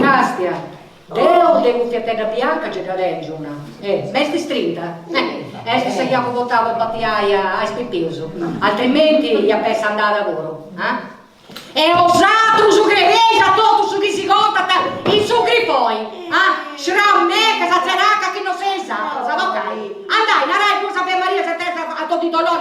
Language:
Sardinian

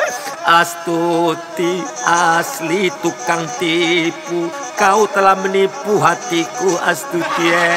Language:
Minangkabau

